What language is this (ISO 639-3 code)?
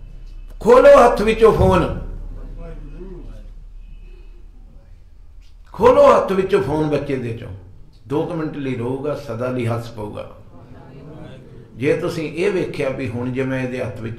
pan